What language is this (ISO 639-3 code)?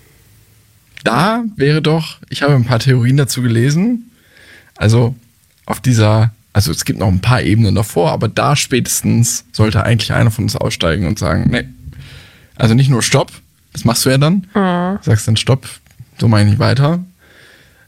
deu